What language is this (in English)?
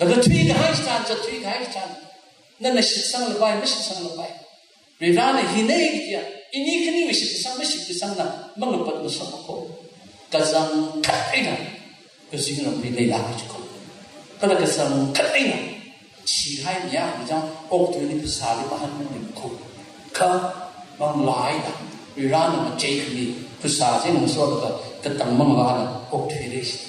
Tangkhul Naga (India)